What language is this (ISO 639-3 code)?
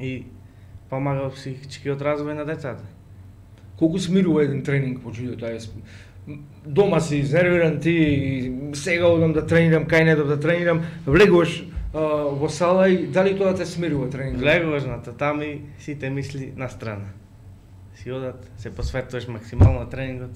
mkd